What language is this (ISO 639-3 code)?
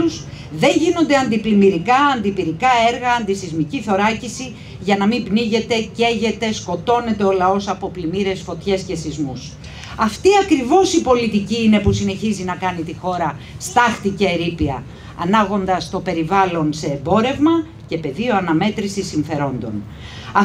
ell